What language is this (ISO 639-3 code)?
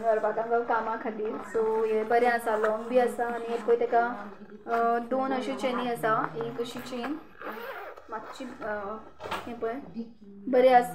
kok